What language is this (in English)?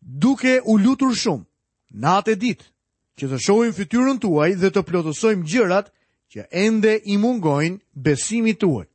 Albanian